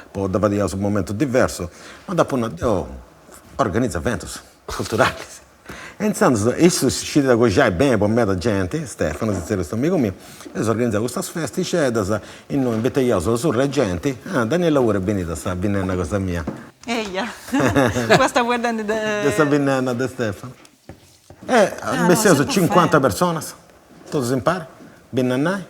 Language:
Sardinian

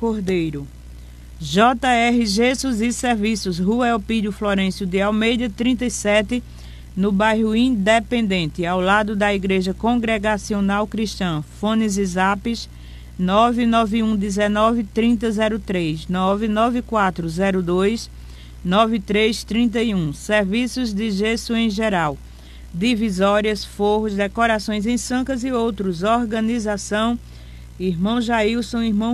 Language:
Portuguese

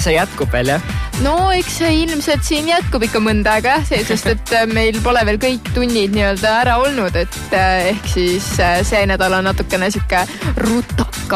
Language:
Estonian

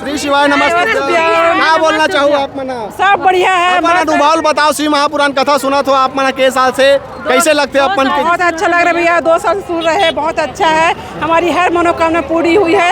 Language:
Chhattisgarhi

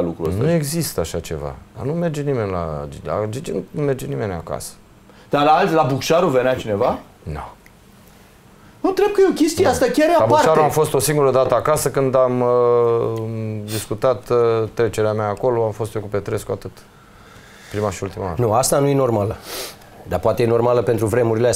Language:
Romanian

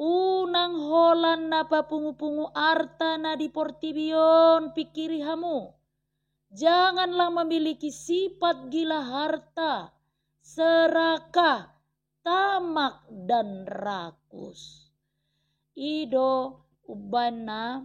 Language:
Batak Toba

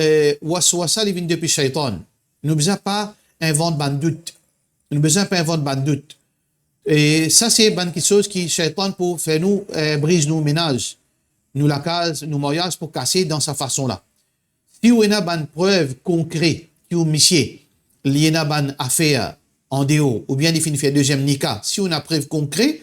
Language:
Morisyen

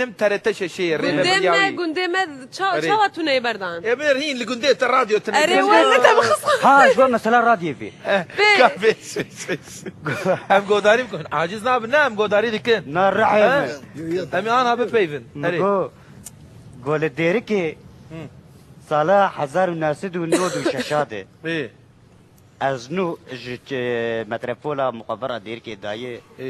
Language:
Kurdish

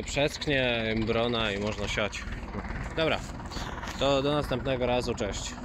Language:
Polish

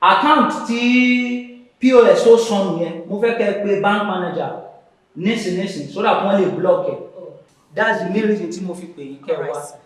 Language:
Yoruba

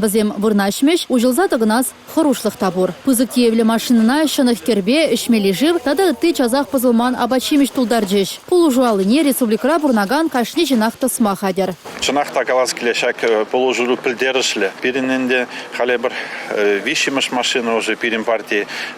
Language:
Chuvash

